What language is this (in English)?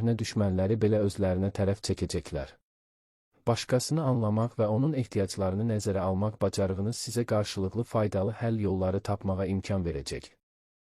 Azerbaijani